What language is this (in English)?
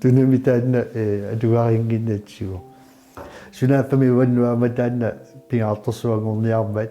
Kalaallisut